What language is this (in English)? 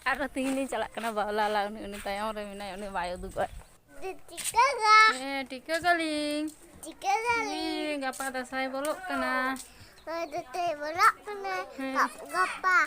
Santali